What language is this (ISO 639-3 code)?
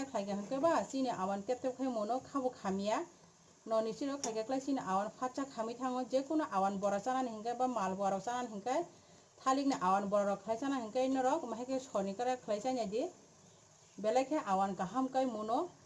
trp